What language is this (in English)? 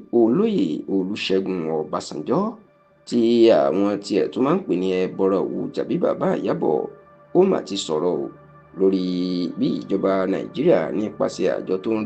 Yoruba